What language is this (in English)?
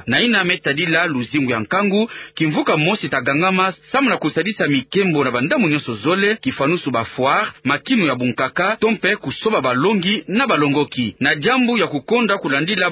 Kituba (Democratic Republic of Congo)